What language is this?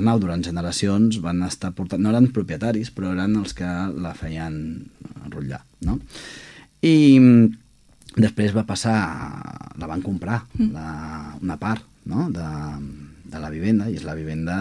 Catalan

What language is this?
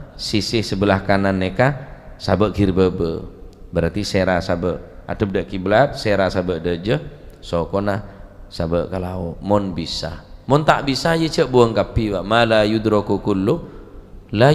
Madurese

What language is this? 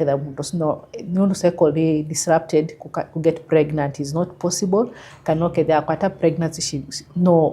Kamba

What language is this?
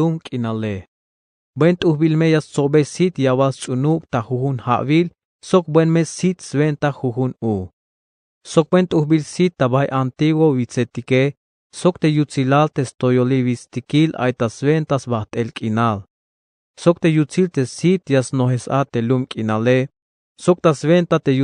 Tzeltal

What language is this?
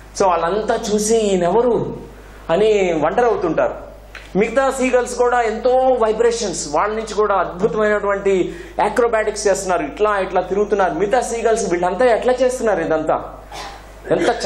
Telugu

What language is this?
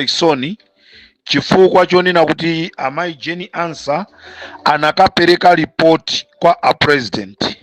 Nyanja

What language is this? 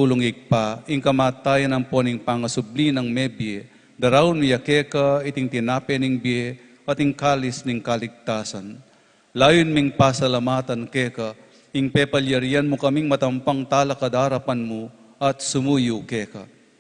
Pampanga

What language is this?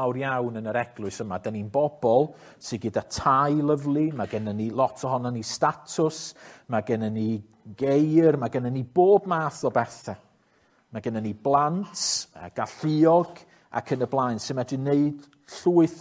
Welsh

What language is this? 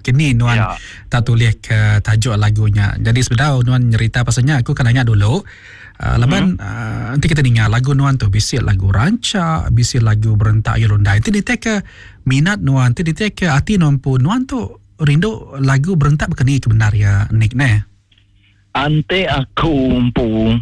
Iban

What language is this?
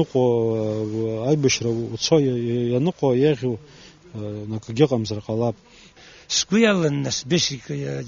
Abkhazian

